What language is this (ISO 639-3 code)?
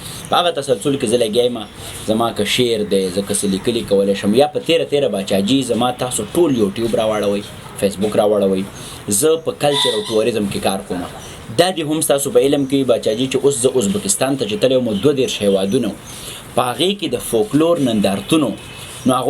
pus